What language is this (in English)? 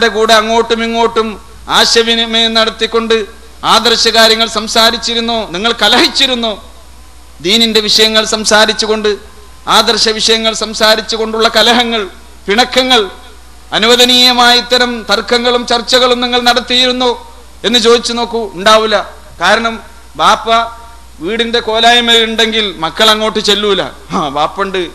Malayalam